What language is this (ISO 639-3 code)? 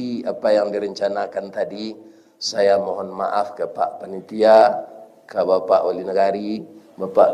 min